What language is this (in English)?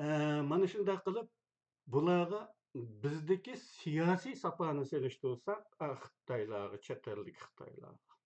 Uyghur